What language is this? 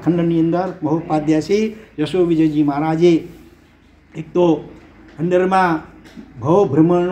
Gujarati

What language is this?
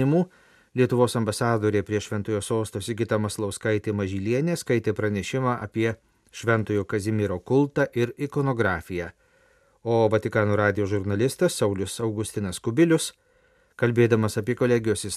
Lithuanian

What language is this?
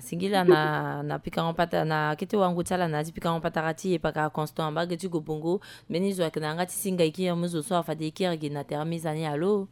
Sango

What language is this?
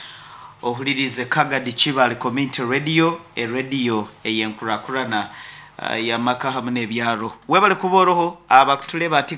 Nyoro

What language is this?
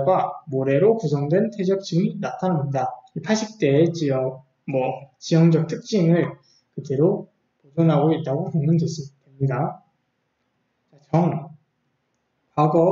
Korean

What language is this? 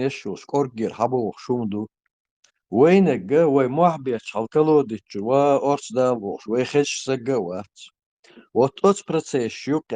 Chechen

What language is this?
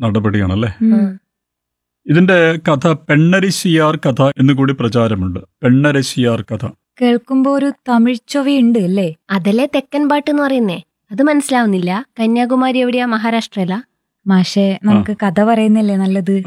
Malayalam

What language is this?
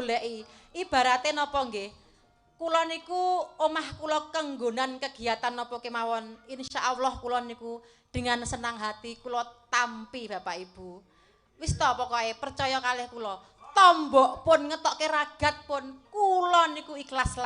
Javanese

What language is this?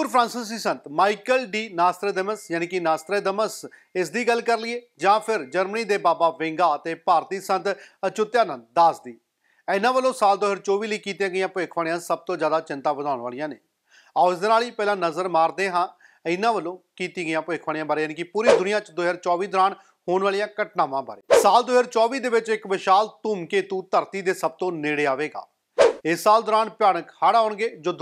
Punjabi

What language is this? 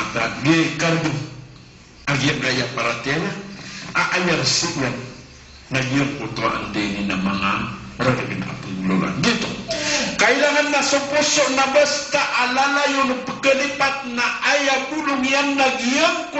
Maranao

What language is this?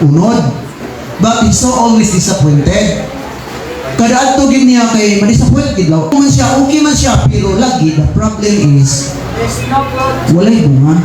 Cebuano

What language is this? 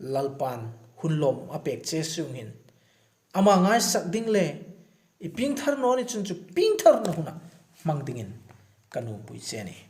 Hmar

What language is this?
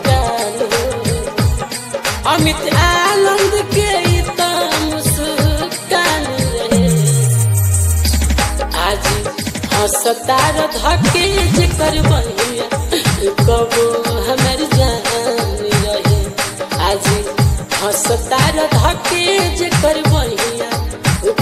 Bhojpuri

